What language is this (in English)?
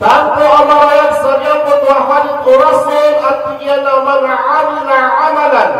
Maranao